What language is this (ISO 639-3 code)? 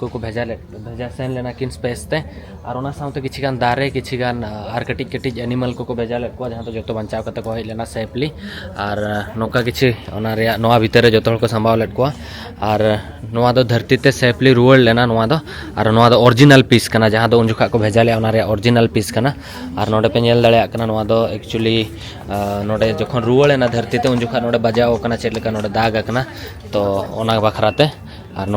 sat